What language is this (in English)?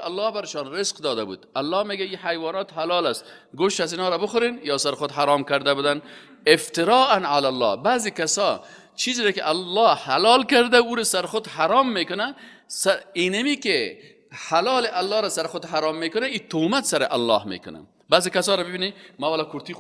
Persian